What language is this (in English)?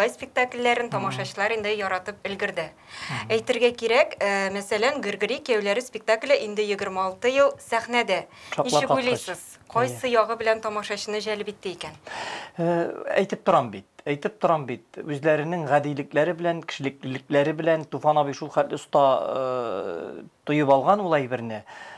Tatar